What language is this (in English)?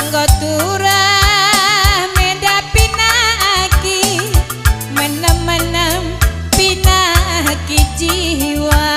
Batak Karo